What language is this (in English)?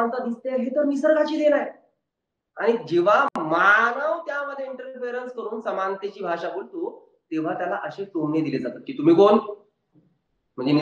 Marathi